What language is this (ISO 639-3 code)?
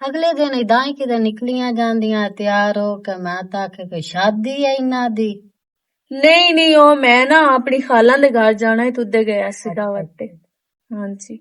lah